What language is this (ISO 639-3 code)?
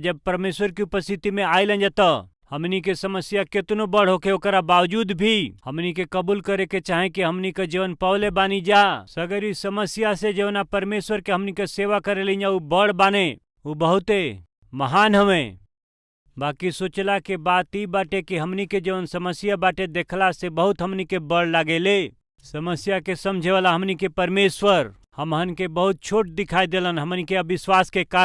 bho